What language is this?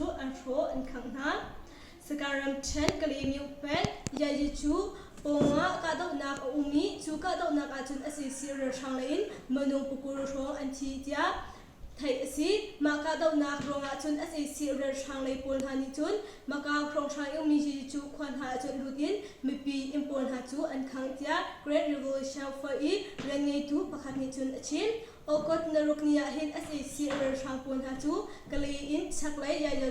Hakha Chin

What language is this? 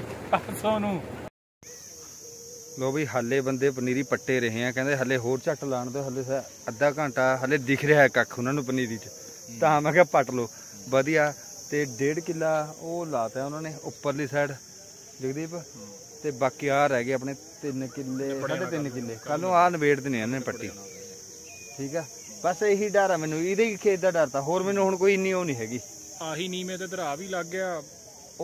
Punjabi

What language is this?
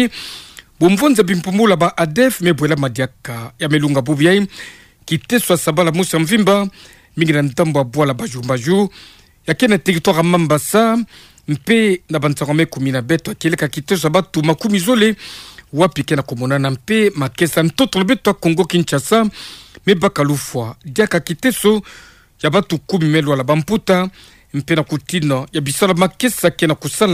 Kituba (Democratic Republic of Congo)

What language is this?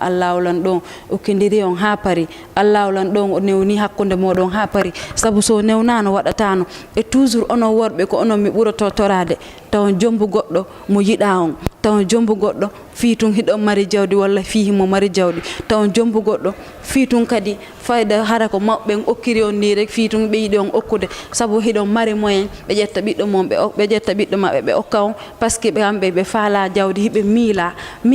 Fula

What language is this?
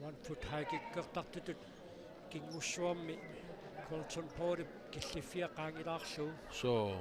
Kalaallisut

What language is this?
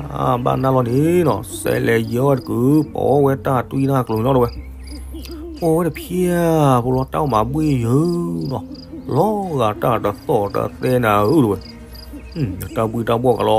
S'gaw Karen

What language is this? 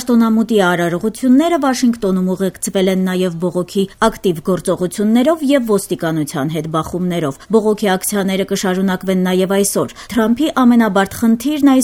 Armenian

